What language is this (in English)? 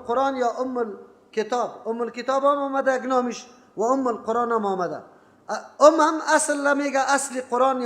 Persian